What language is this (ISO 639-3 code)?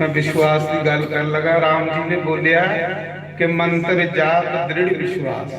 doi